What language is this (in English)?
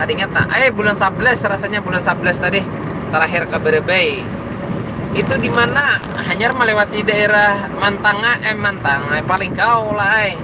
Banjar